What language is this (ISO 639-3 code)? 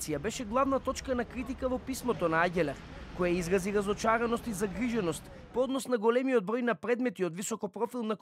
mkd